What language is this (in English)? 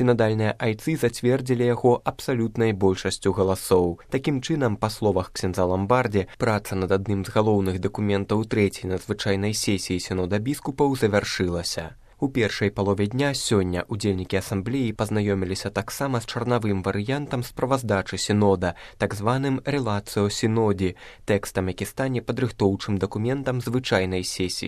Belarusian